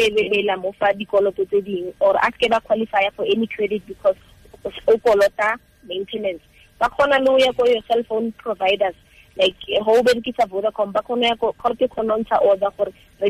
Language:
Tswana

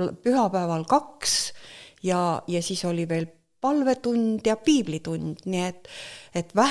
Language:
Estonian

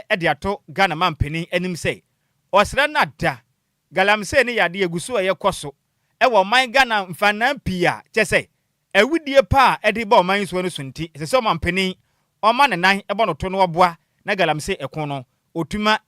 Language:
Akan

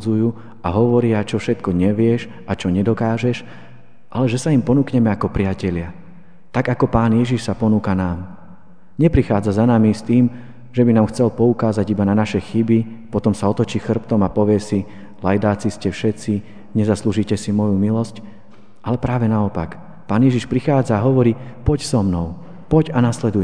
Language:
Slovak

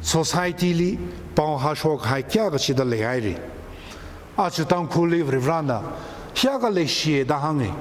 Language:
Tangkhul Naga (India)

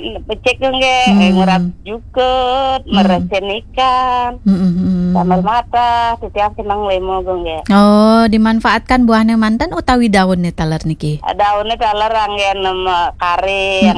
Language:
Balinese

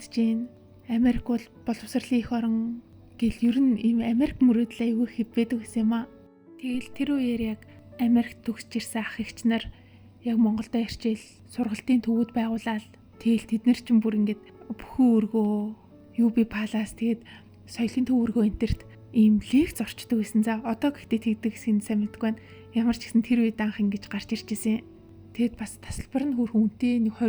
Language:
Mongolian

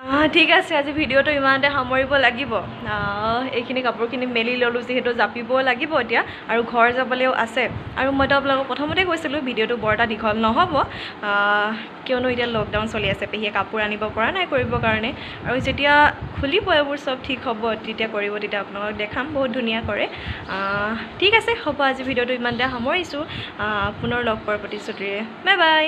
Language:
Assamese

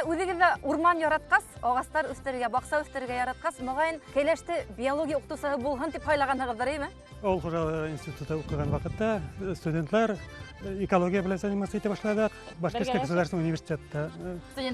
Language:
Bashkir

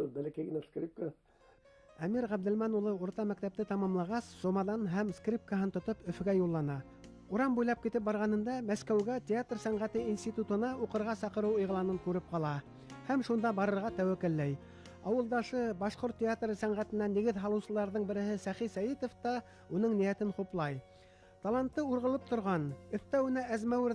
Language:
Bashkir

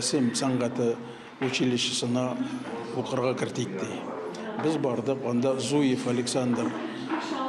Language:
Tatar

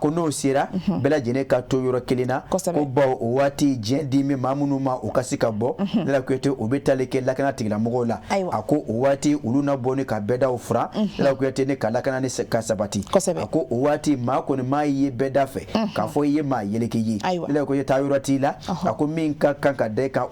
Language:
Bambara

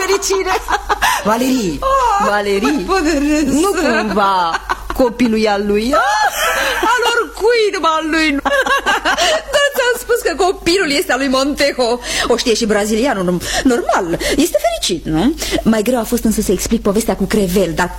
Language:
Romanian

